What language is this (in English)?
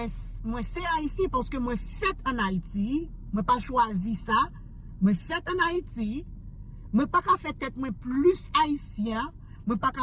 Haitian Creole